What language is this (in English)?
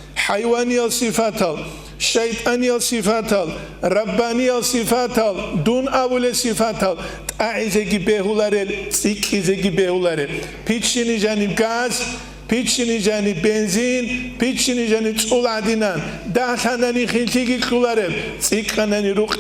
Avaric